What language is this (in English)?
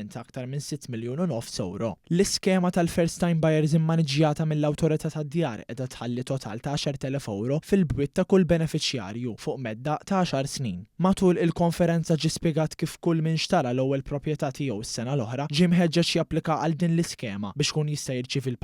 Maltese